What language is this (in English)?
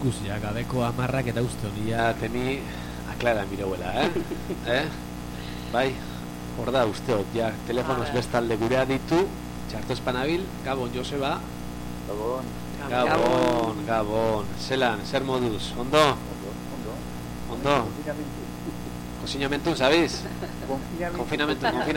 Basque